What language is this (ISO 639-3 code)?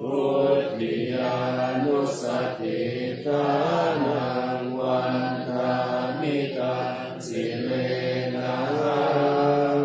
pli